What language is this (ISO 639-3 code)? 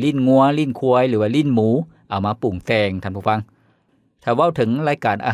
lao